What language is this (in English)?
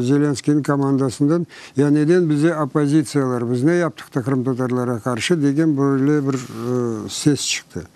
Crimean Tatar